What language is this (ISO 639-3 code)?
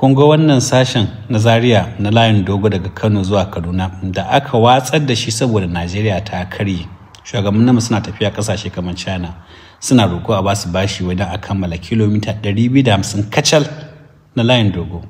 hau